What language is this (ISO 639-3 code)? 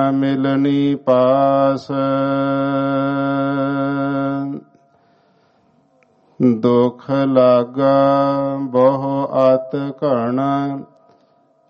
pan